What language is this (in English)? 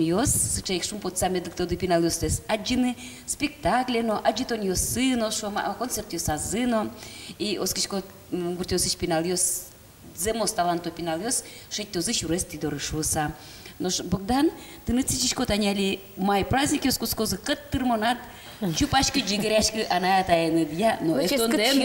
Udmurt